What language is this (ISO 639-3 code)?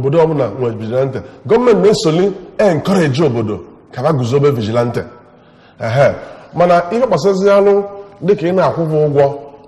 ibo